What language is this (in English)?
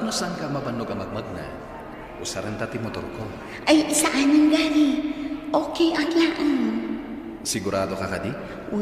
Iloko